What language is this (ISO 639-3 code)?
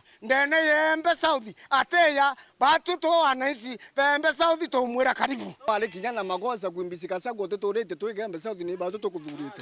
mer